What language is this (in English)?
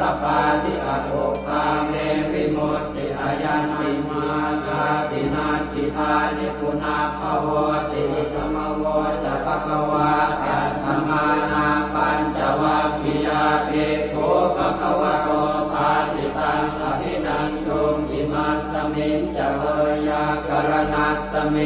Pali